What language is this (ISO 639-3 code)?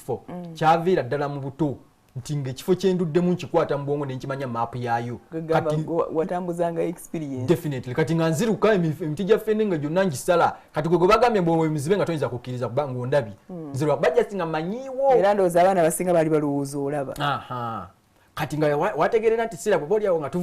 lug